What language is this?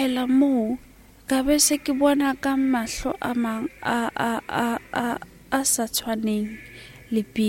Southern Sotho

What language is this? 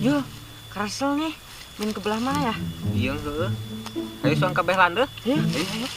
Sundanese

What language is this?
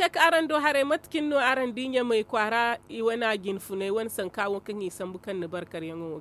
Zarma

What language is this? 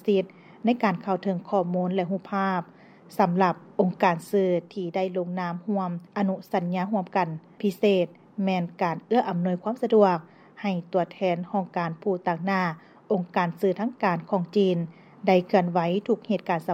Lao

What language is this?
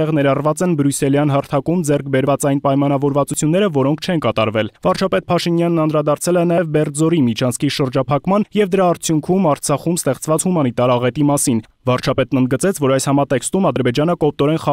Armenian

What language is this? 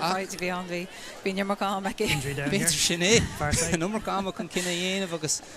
Irish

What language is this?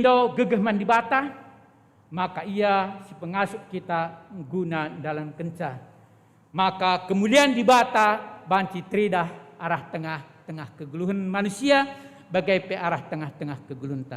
Batak Karo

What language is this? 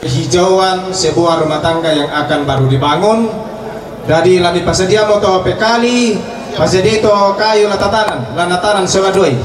Toraja-Sa'dan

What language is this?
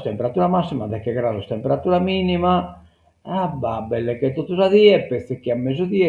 Sardinian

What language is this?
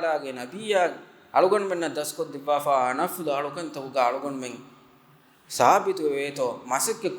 Divehi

